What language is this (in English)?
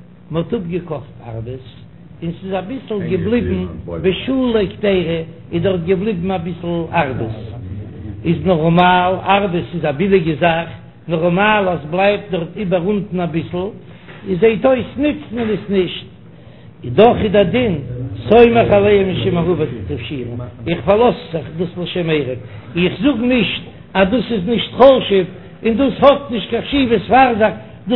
Yiddish